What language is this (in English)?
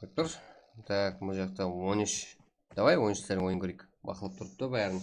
Kara-Kalpak